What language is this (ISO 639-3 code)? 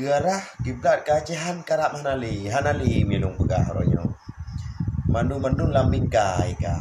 ace